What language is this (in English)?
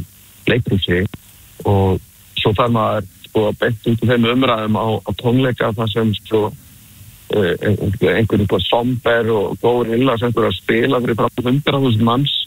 Icelandic